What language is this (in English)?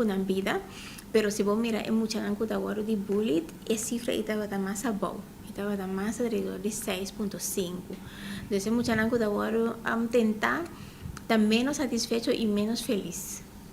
Papiamento